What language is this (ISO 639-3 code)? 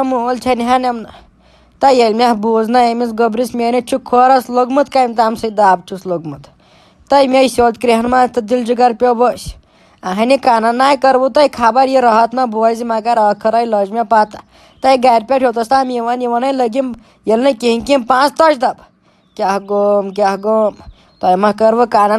kas